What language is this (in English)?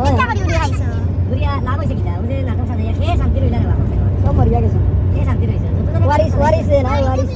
Sylheti